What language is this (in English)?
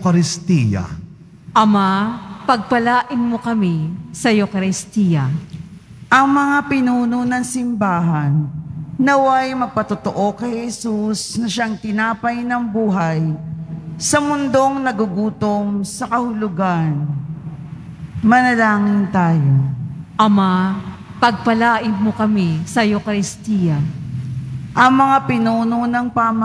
Filipino